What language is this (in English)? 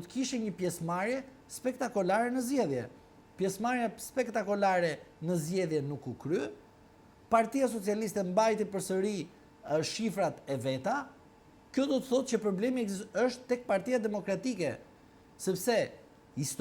Albanian